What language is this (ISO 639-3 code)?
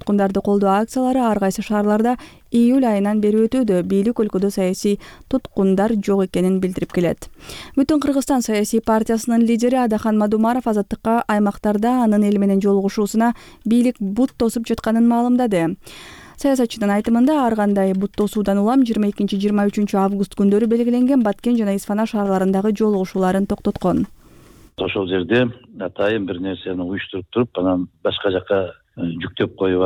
kir